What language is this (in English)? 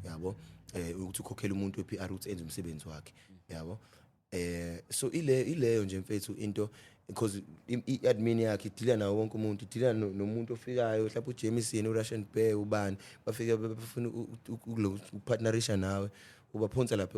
Zulu